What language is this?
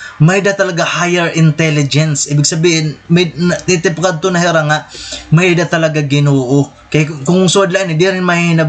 Waray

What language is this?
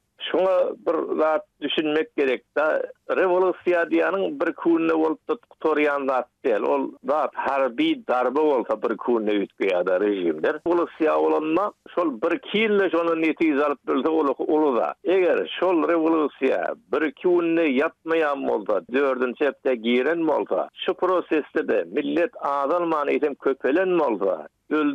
Turkmen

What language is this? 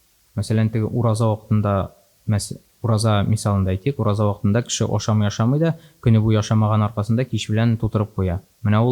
Tatar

